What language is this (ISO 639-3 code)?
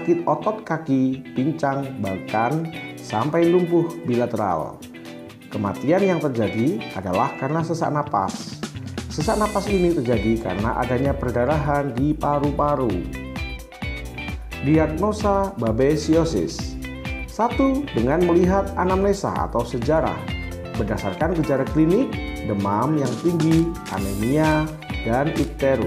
ind